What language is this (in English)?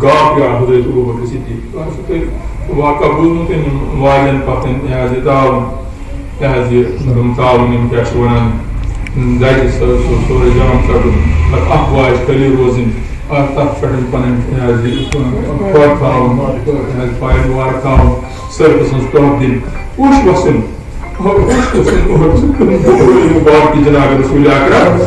Kashmiri